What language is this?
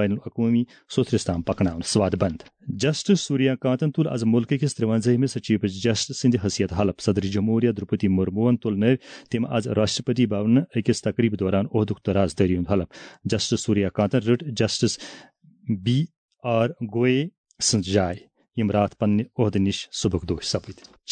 Kashmiri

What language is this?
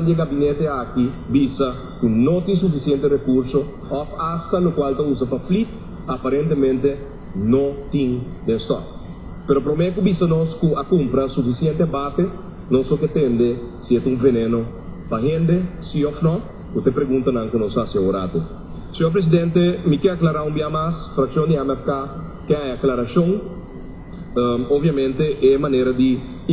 Papiamento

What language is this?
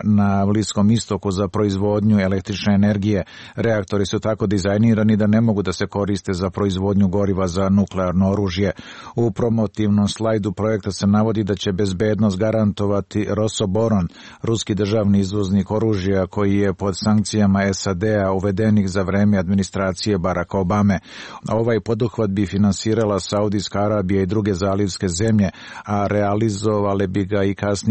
Serbian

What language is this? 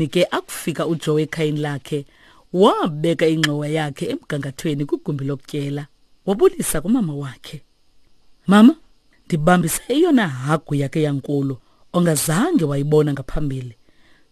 Xhosa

